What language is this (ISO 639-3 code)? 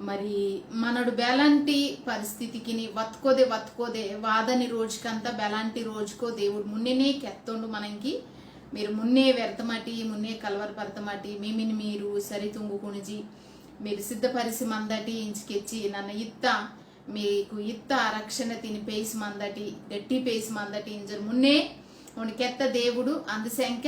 kff